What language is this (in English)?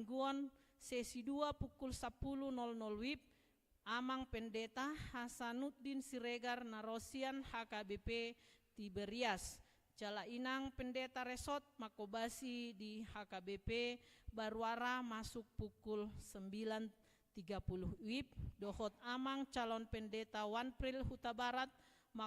Batak Toba